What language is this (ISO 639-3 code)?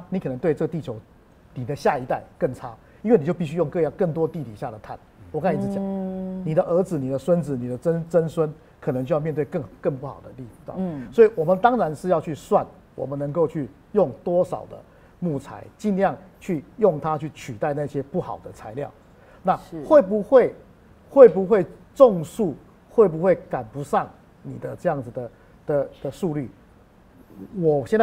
zho